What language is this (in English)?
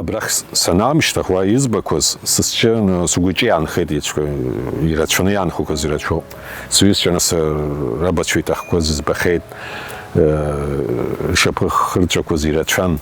Abkhazian